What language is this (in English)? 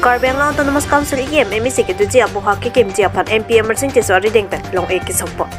Karbi